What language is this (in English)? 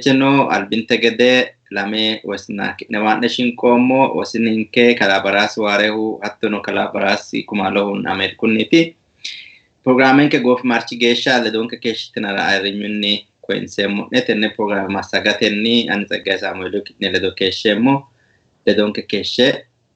Sidamo